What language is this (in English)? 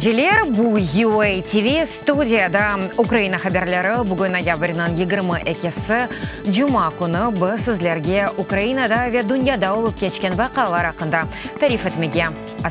Crimean Tatar